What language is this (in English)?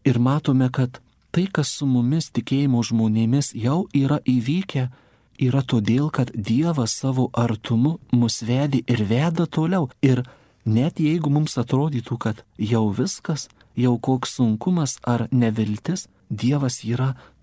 Lithuanian